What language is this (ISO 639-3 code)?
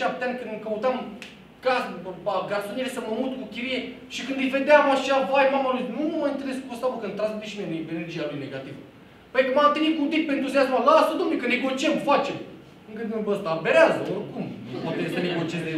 ron